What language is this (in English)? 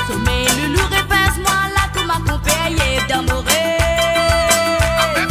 Morisyen